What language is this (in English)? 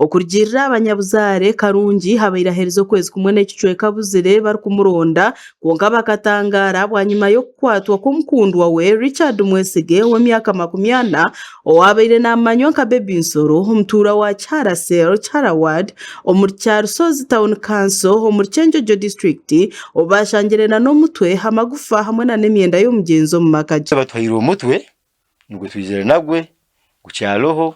Nyankole